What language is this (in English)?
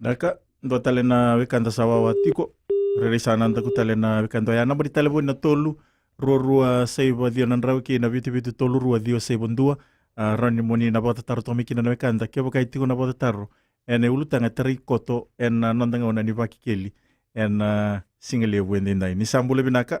Fijian